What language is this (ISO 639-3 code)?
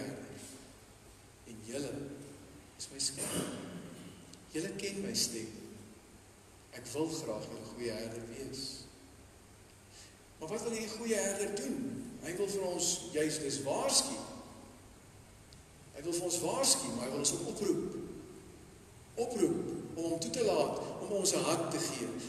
afr